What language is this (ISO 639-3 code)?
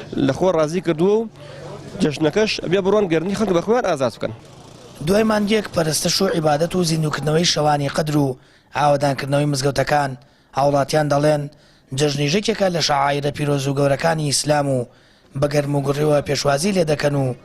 ckb